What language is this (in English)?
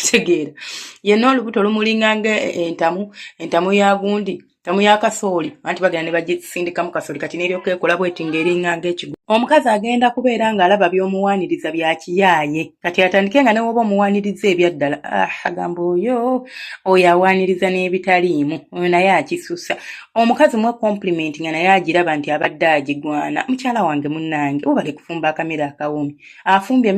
Ganda